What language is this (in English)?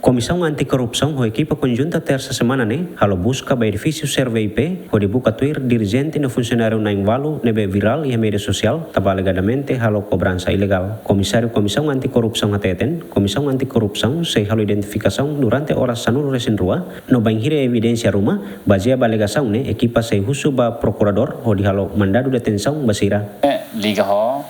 Tetum